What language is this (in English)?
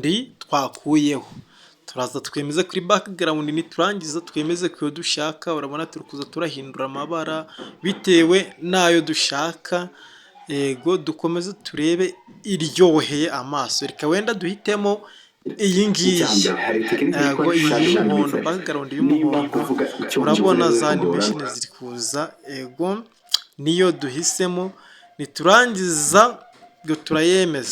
Kinyarwanda